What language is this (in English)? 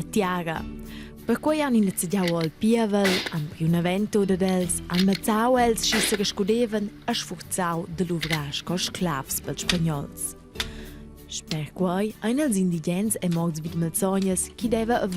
Romansh